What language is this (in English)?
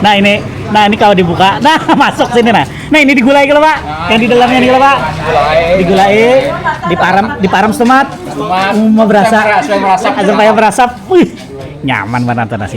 Banjar